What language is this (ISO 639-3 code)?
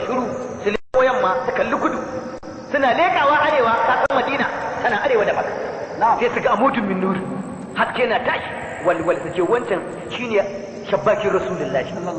hau